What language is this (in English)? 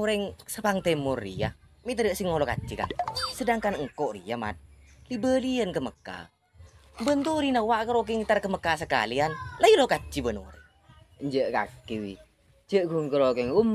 Madurese